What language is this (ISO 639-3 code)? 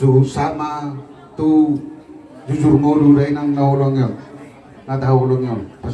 bbc